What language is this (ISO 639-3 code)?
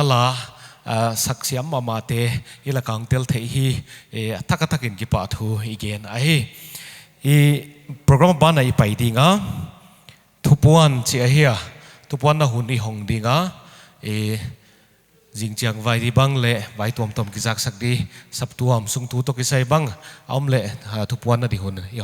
pck